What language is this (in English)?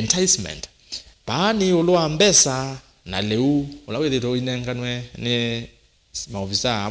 Kamba